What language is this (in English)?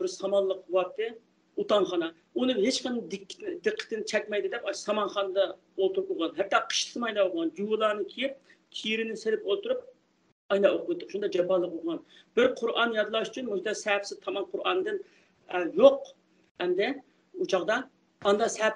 Uyghur